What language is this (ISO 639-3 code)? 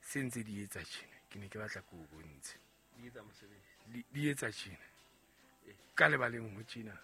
sot